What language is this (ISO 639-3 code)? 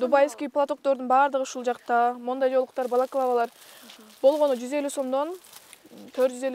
kir